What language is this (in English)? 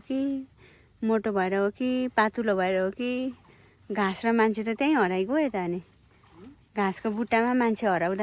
Nepali